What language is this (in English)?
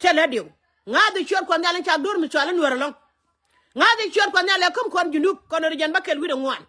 Nuer